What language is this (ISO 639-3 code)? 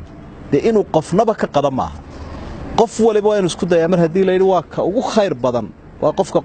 som